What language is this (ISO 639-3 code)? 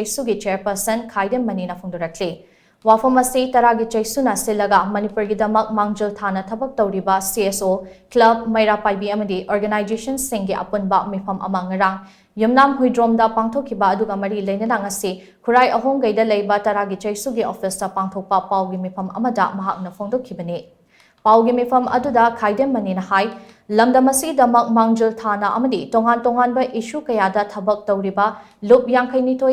mni